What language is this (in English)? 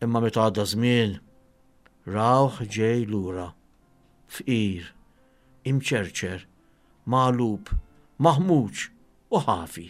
Maltese